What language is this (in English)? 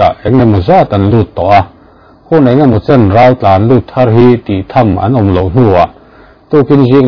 Mizo